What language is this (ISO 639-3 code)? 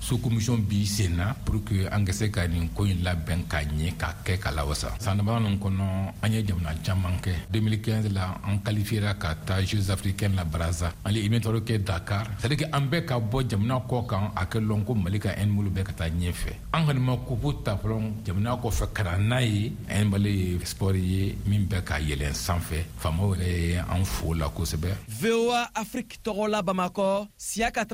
bam